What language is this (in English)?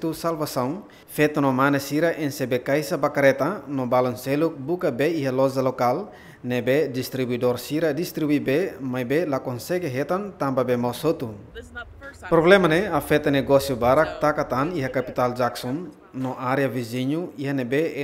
Tetum